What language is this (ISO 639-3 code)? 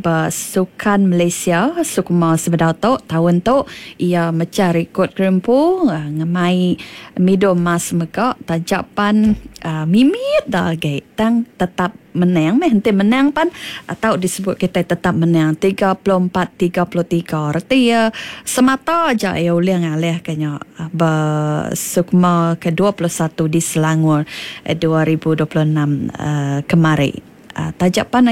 iba